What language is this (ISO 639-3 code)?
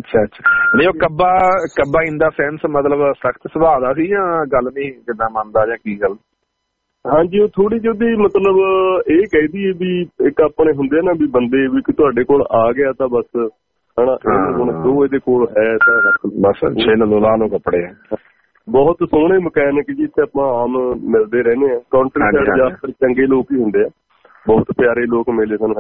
pan